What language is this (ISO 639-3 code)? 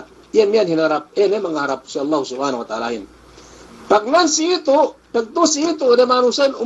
yka